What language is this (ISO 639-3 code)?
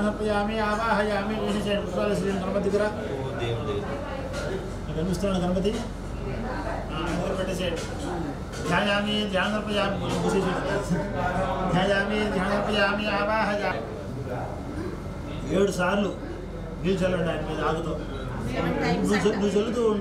tel